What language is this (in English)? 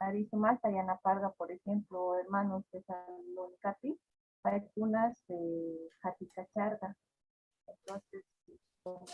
South Bolivian Quechua